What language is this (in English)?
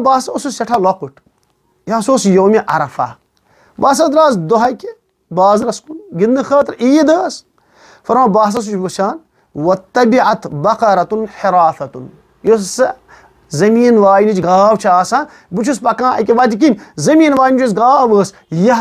Kashmiri